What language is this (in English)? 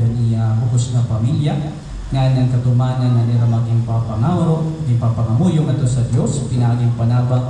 Waray